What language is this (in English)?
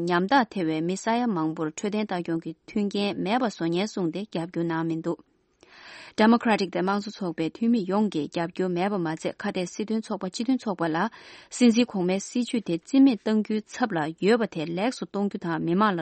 Tibetan